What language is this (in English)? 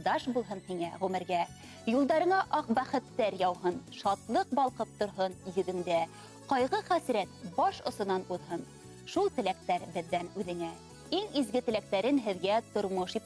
Bashkir